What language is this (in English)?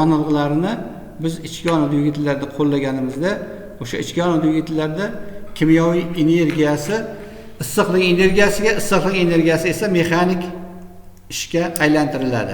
Uzbek